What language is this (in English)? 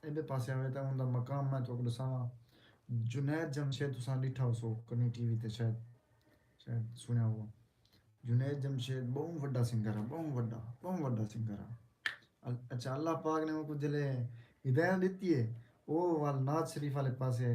Saraiki